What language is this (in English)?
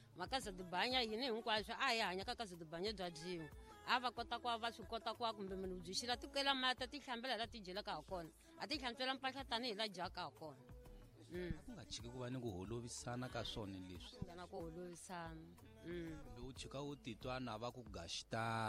Tsonga